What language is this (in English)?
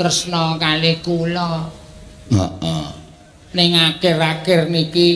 Javanese